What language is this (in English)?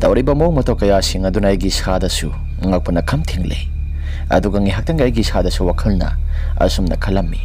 Manipuri